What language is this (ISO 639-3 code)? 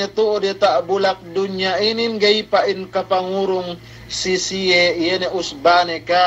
yka